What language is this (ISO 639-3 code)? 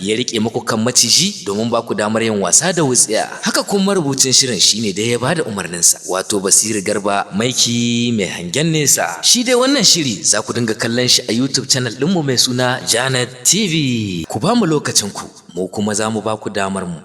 hau